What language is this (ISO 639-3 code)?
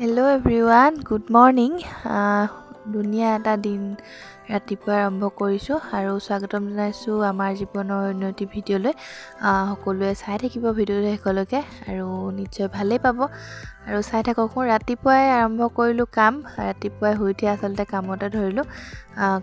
asm